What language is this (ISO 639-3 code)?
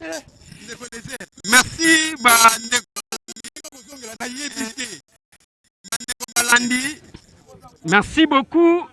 lin